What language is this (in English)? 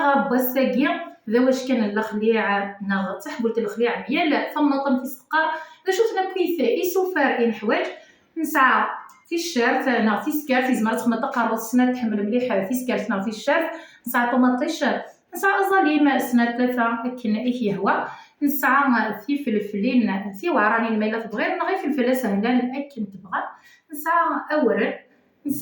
Kabyle